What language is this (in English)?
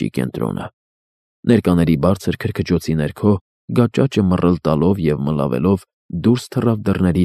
Armenian